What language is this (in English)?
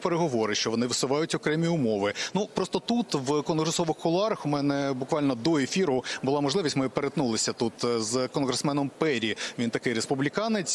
Ukrainian